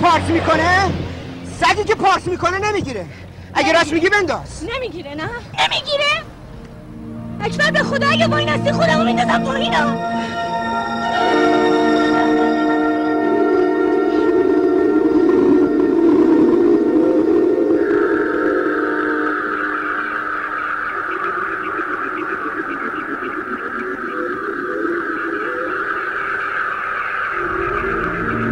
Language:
Persian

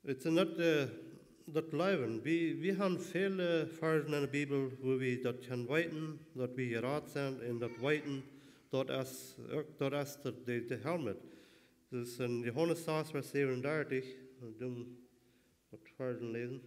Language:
Plautdietsch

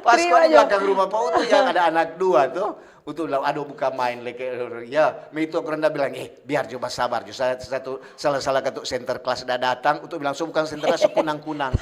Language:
Manado Malay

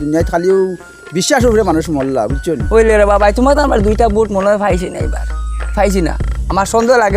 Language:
Sylheti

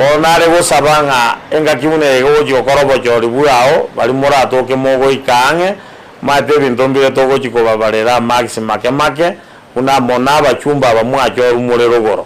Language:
Gusii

